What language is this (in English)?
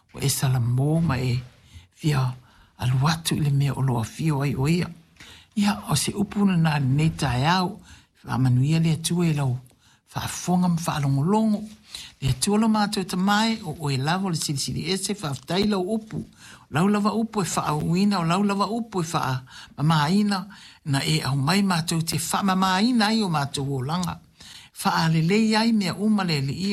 Samoan